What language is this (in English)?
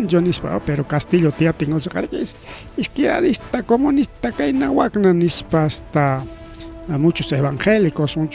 Ayacucho Quechua